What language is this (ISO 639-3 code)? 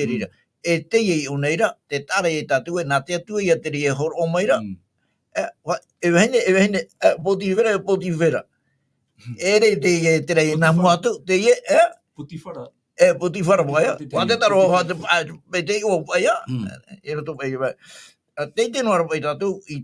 tah